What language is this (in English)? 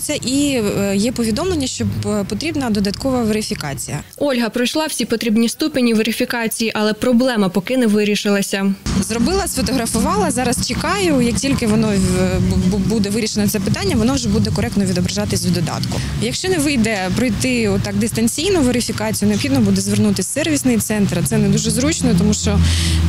Ukrainian